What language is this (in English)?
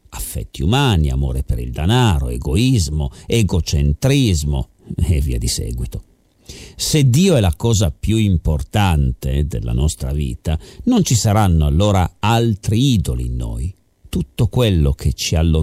Italian